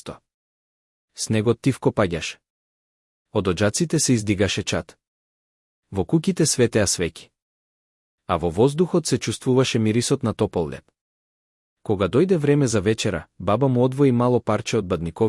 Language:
Macedonian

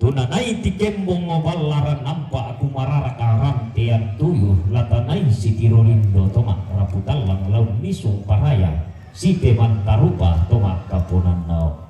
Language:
Toraja-Sa'dan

